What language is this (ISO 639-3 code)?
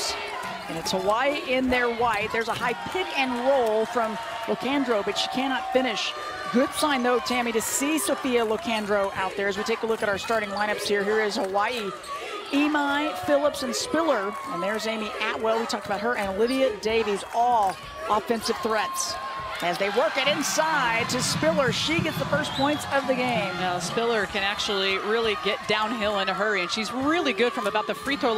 eng